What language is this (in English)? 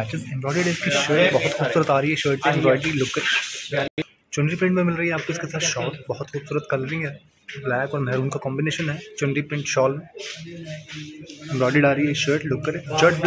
Hindi